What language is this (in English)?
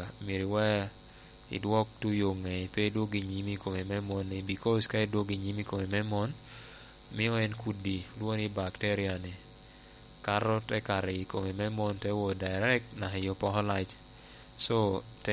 Lango (Uganda)